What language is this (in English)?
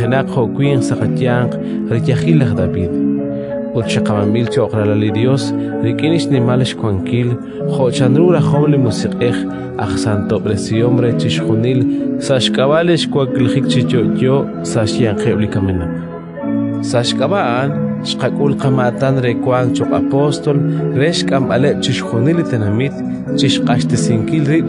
Kekchí